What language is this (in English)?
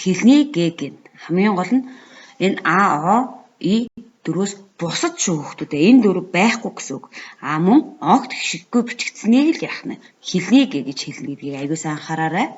Mongolian